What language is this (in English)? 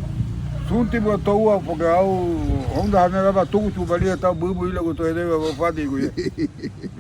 Garifuna